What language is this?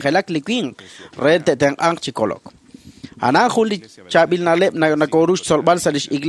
Kekchí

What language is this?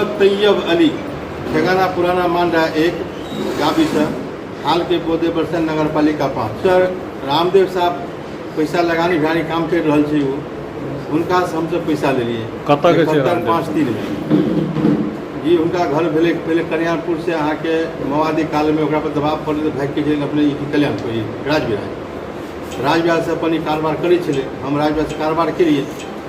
Maithili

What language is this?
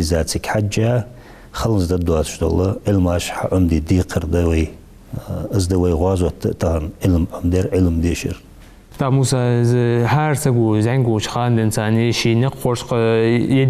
Ingush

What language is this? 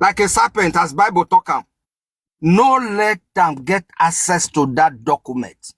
Nigerian Pidgin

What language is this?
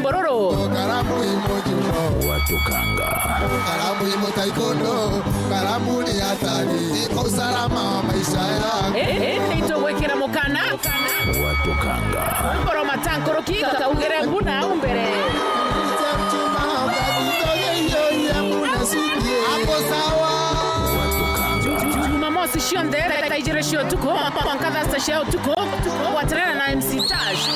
Meru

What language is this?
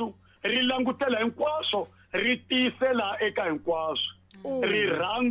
Tsonga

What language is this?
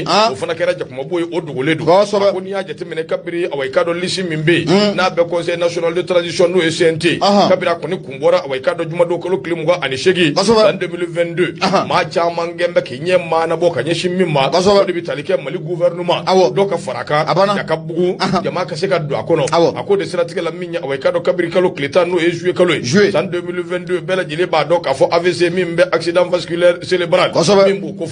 Bambara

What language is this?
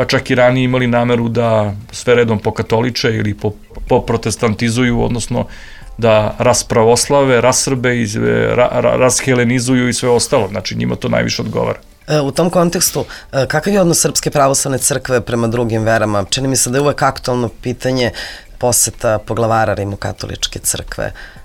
Serbian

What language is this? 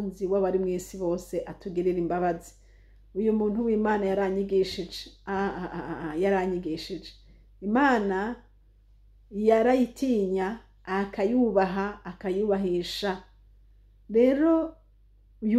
Rundi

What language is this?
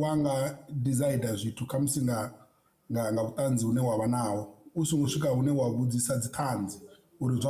Venda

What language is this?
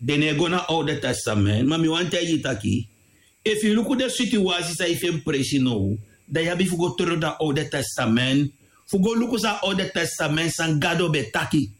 Sranan Tongo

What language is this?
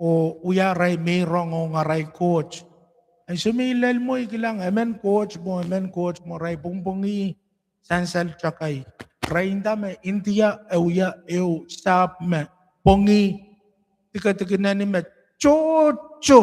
Pohnpeian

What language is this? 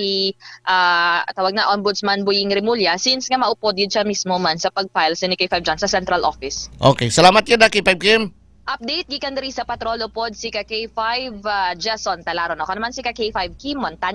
Hiligaynon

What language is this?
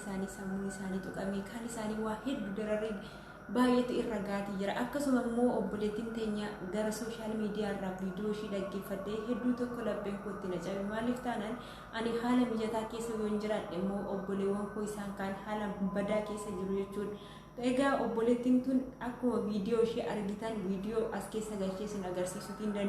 Oromo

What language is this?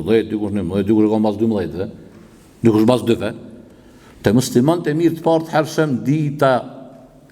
Albanian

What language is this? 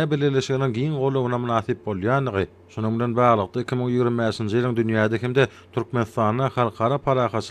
Turkmen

